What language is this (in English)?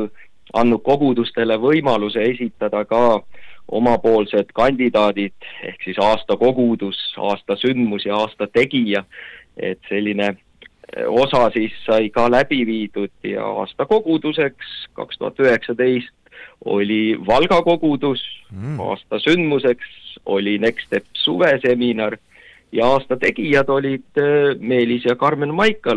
Estonian